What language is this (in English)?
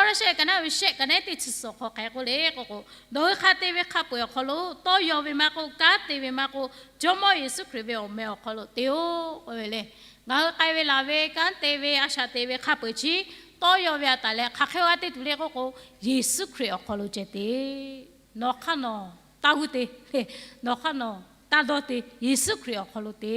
Lahu